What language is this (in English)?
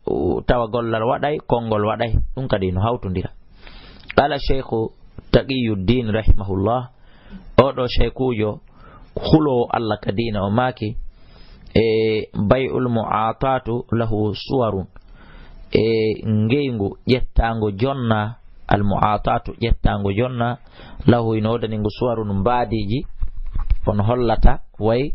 Fula